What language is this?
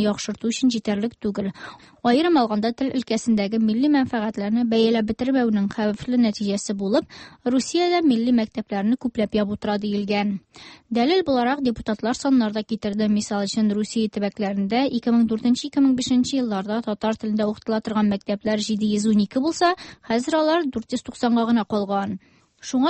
Tatar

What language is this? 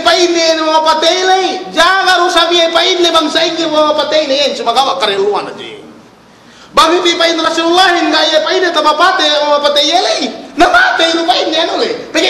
Yakan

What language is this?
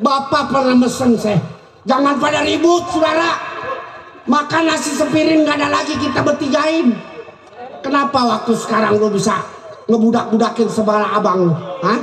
Betawi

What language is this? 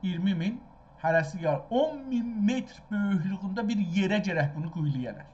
South Azerbaijani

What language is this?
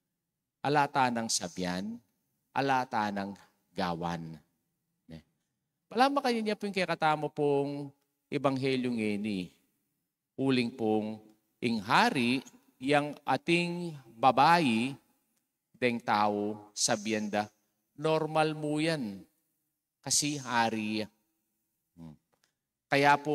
Pampanga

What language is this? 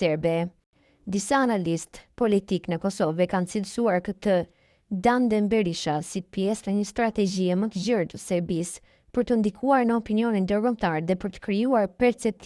Albanian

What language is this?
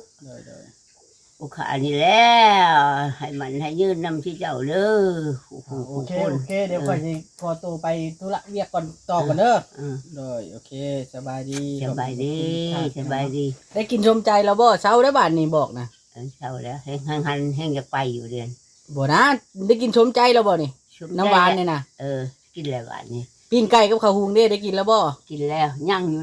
Northeastern Thai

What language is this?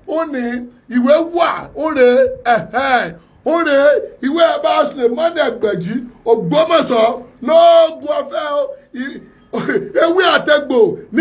Yoruba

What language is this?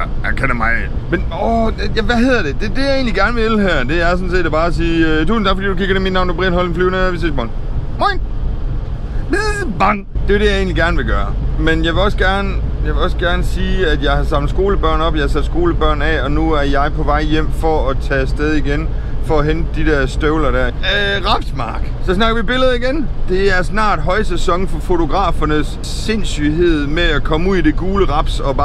Danish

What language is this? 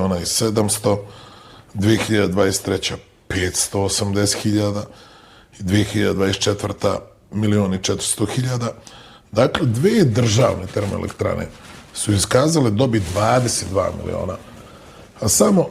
Bosnian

